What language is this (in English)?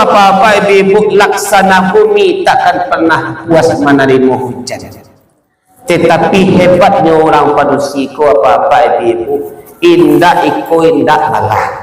Minangkabau